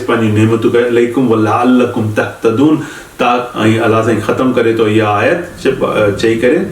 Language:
Sindhi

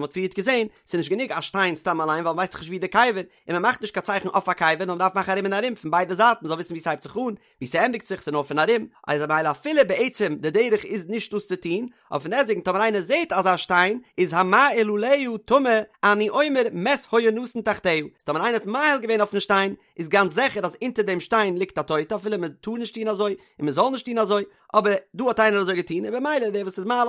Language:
Yiddish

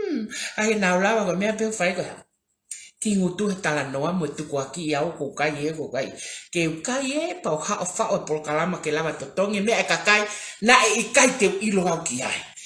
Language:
Tongan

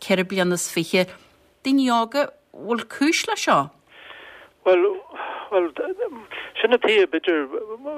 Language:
Irish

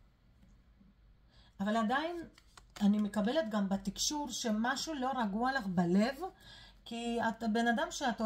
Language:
Hebrew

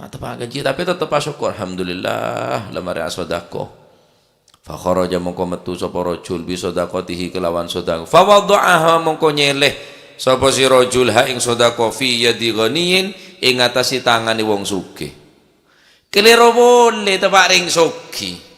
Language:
Madurese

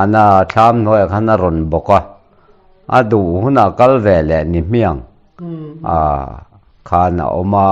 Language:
Mizo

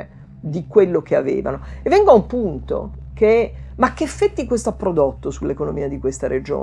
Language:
Italian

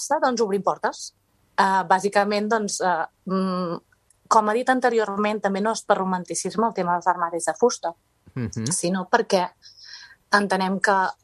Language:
Catalan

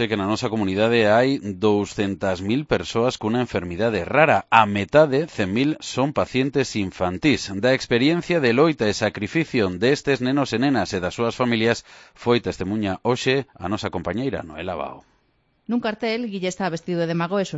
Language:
Galician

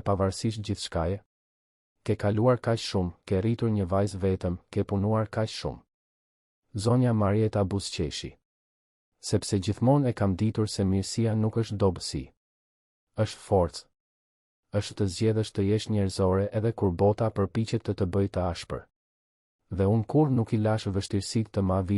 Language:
Albanian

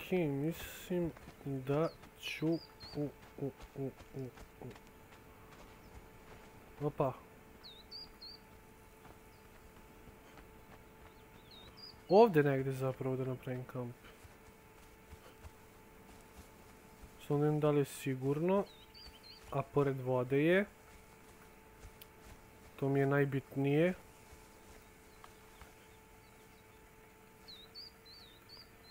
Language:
Croatian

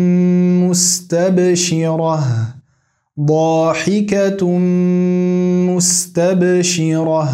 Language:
Arabic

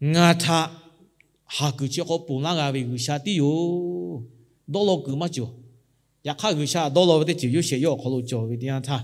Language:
Lahu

